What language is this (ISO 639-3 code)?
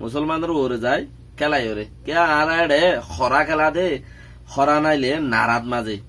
rhg